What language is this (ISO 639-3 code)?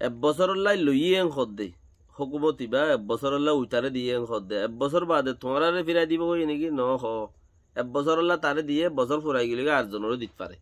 rhg